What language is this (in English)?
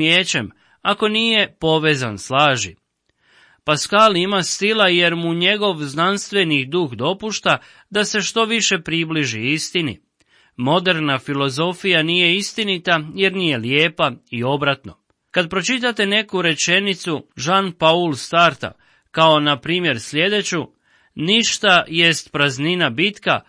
Croatian